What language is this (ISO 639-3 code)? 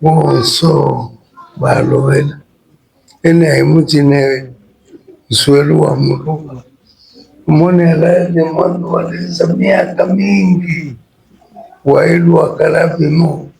lub